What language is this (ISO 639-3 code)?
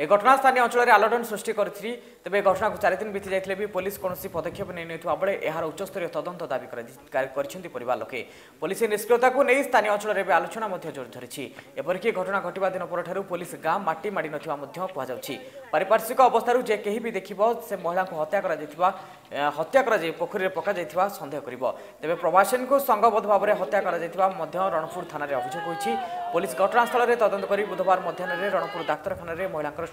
ori